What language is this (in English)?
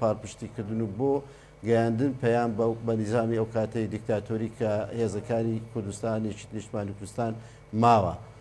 Central Kurdish